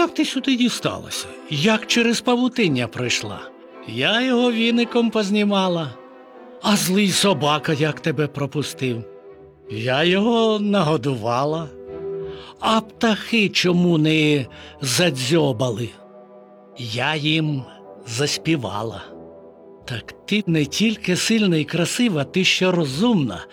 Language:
Ukrainian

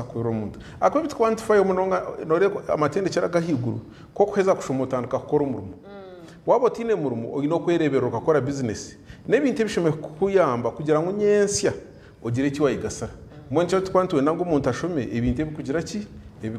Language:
Nyankole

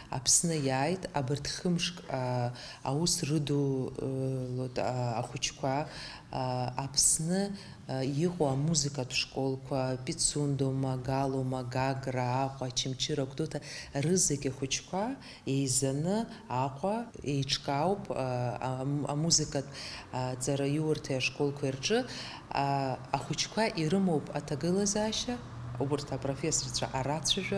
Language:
Abkhazian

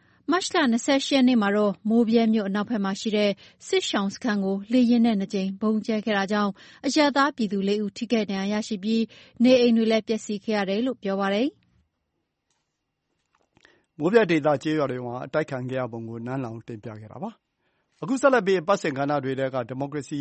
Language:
Burmese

